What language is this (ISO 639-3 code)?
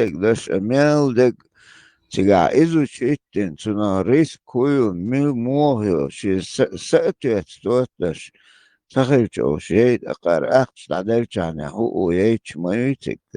che